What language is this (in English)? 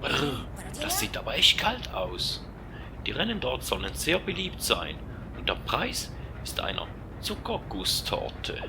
Swiss German